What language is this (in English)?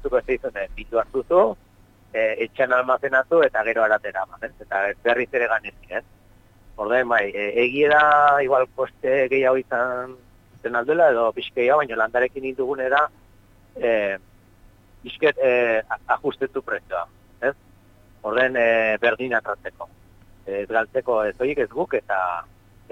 Basque